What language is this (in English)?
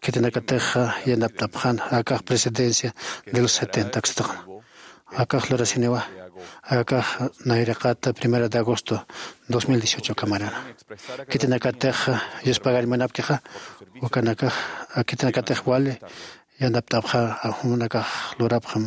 Aymara